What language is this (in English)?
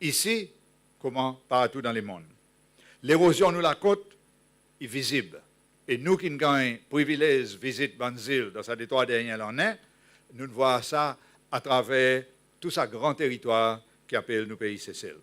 Seselwa Creole French